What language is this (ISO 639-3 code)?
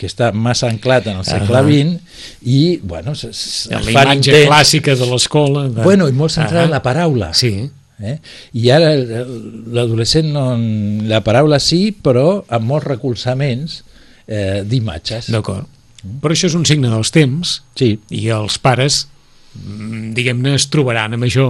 cat